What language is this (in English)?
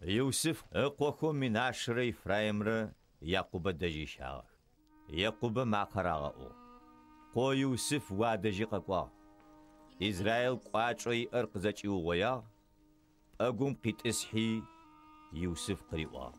Adyghe